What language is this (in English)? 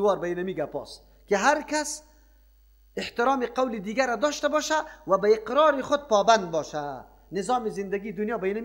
Persian